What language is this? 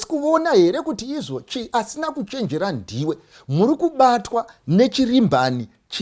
Shona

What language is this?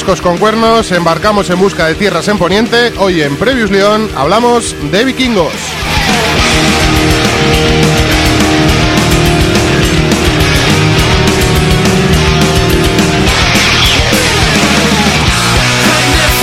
Spanish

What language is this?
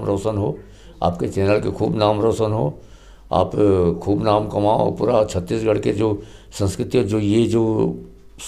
Chhattisgarhi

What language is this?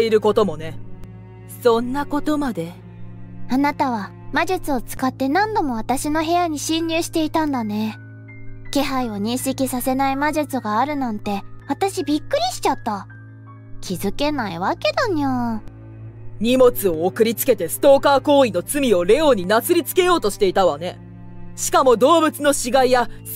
Japanese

